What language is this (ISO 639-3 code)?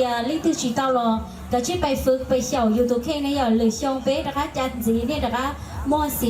hmn